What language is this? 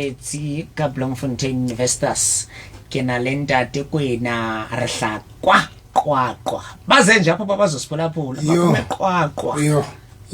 Southern Sotho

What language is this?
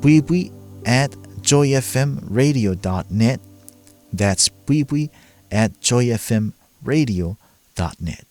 Chuukese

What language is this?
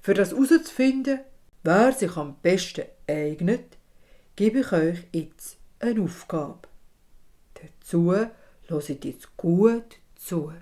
Swiss German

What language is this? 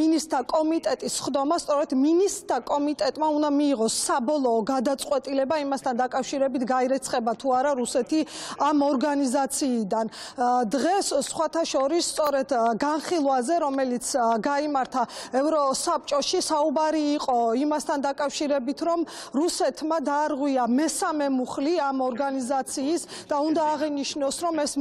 Georgian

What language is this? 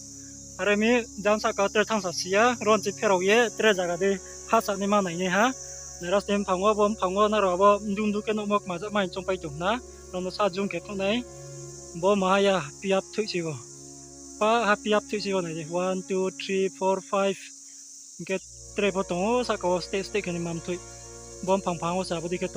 Riang (India)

